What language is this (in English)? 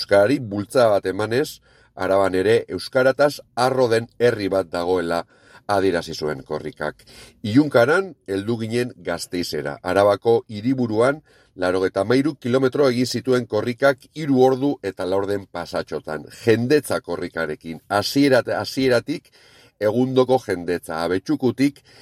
Basque